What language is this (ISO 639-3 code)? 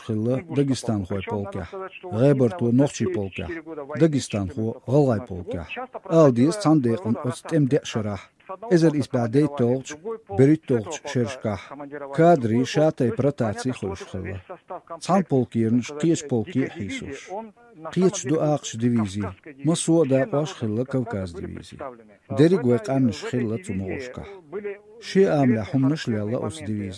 che